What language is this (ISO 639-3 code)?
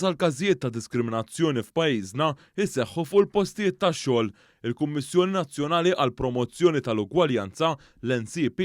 mlt